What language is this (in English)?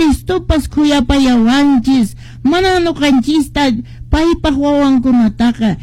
Quechua